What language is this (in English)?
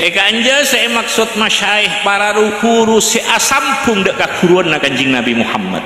Madurese